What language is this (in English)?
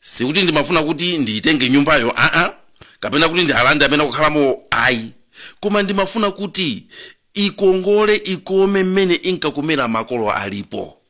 Nyanja